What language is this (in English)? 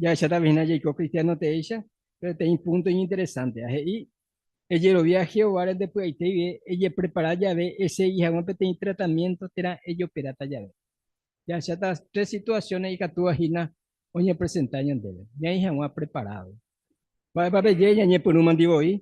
Guarani